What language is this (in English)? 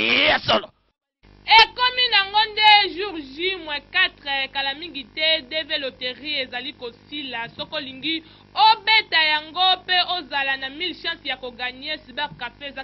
Lingala